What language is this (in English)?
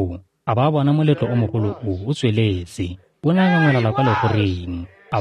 Tswana